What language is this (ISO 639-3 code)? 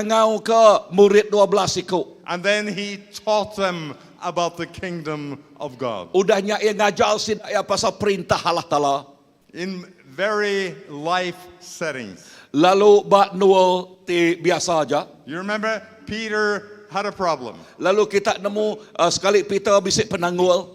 iba